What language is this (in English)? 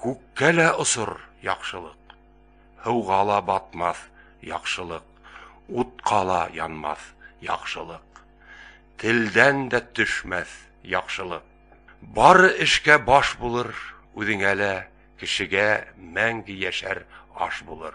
Bashkir